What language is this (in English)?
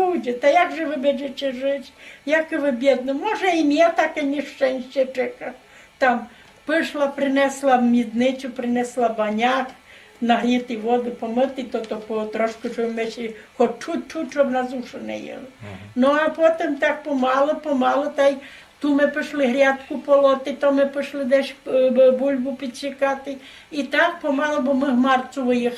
Rusyn